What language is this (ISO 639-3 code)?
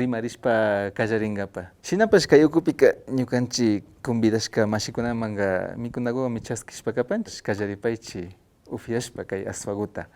qvi